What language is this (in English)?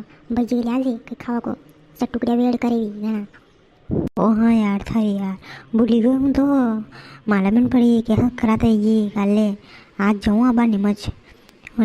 Rajasthani